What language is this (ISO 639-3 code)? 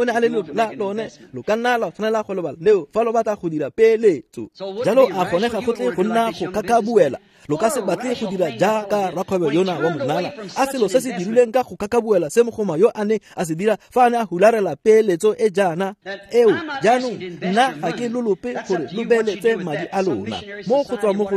tsn